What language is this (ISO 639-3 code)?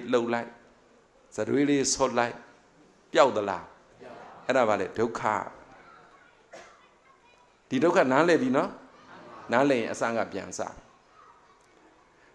mya